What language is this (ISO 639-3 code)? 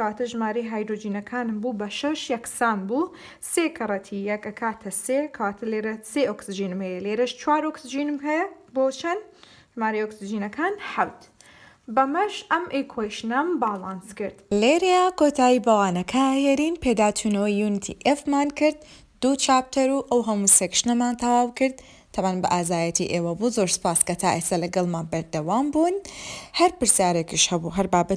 ckb